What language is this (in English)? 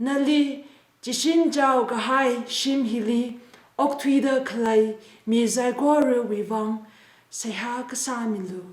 Tangkhul Naga (India)